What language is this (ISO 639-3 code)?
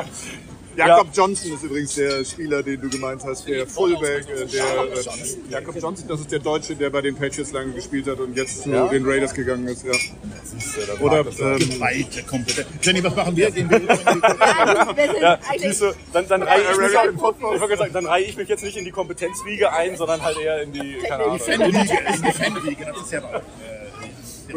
deu